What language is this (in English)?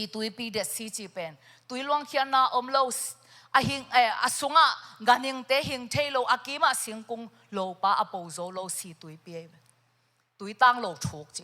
Tedim Chin